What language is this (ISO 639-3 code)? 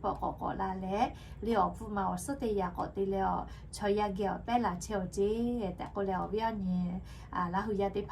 lhu